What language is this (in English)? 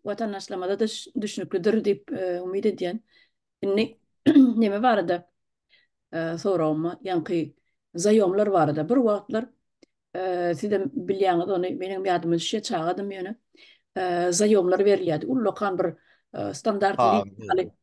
Turkmen